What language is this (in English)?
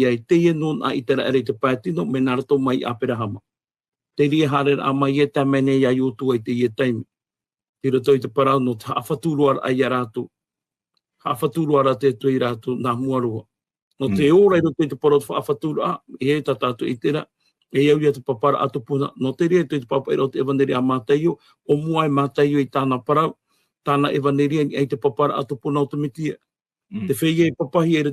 Tahitian